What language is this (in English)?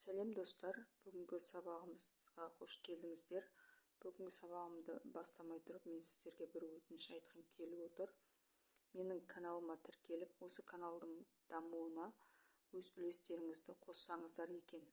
Kazakh